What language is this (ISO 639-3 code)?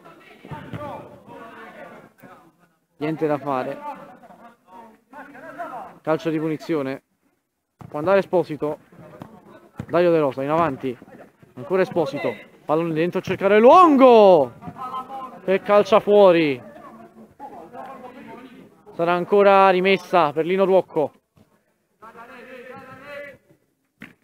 ita